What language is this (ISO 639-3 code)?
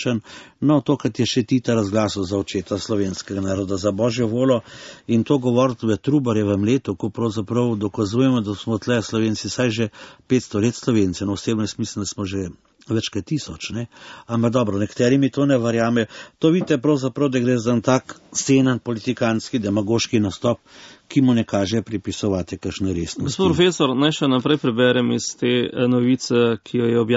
slv